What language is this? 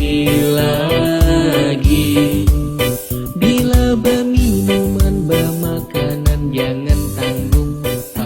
Banjar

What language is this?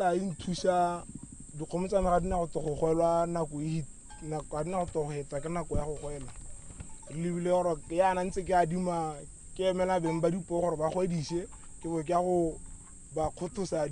Tswana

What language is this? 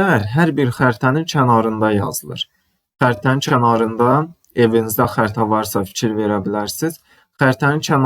Azerbaijani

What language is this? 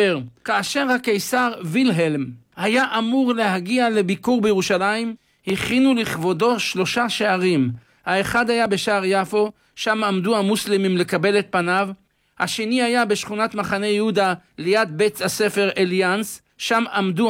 Hebrew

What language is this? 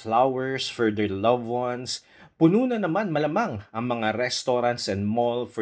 Filipino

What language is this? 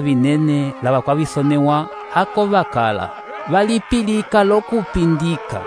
Umbundu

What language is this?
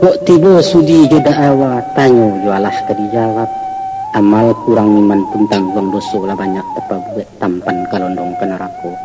Minangkabau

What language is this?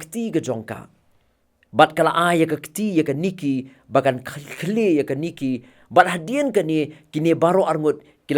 Khasi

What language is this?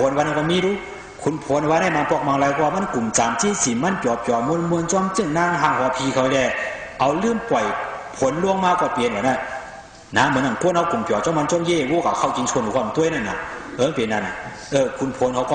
Shan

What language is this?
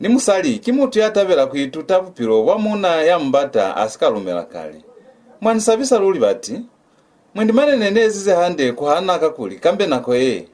Lozi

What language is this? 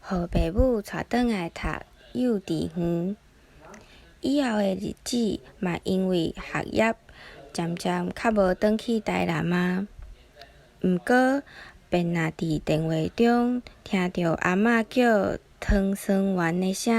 Min Nan Chinese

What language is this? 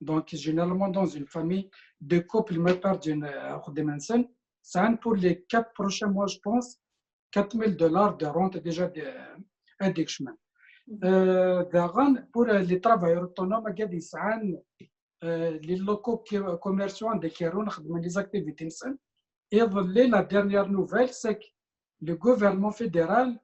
Kabyle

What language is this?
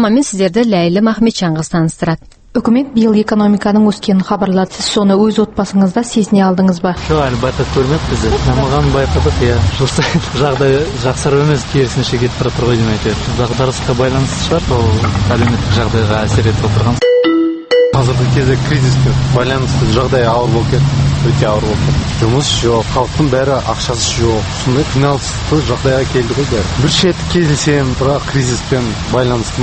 Kazakh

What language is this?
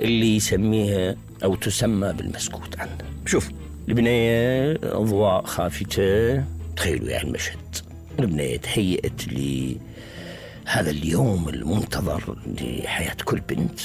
Mesopotamian Arabic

